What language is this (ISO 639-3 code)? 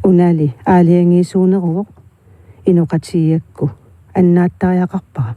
kal